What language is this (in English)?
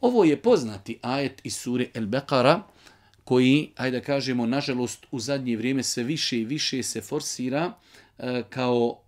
Bosnian